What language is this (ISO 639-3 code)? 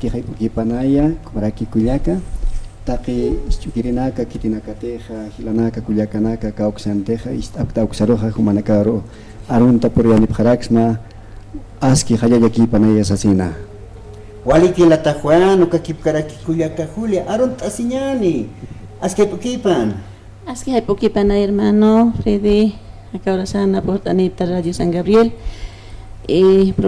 aym